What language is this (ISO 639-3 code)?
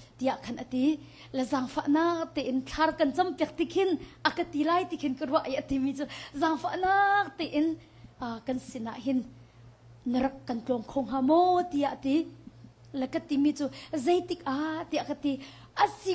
cnh